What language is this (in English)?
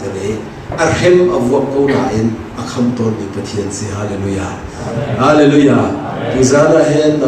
Hakha Chin